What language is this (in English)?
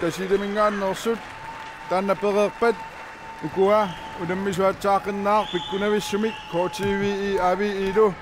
Kalaallisut